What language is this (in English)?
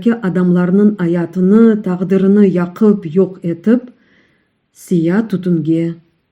Crimean Tatar